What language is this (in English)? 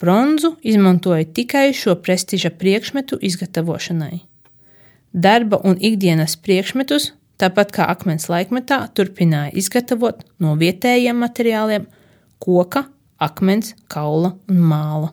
Latvian